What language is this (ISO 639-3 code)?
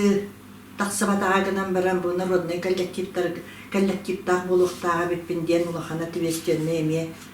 sah